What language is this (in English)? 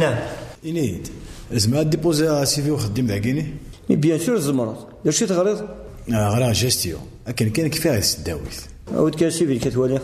Kabyle